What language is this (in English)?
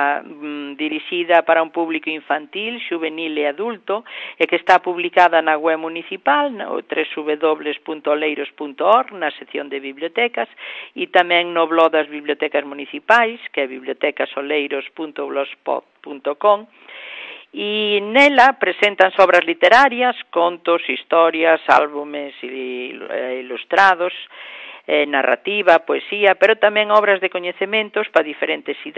Galician